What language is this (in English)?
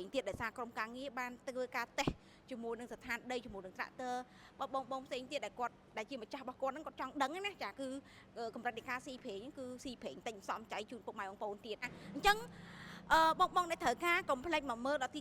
Khmer